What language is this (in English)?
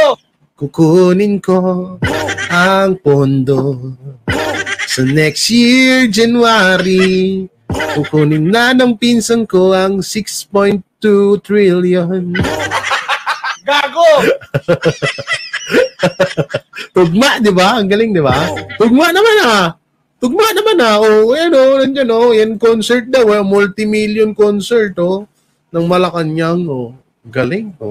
Filipino